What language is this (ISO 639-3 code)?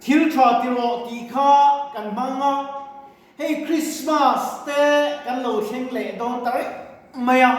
lus